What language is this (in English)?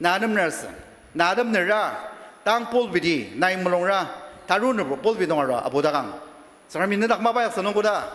Ao Naga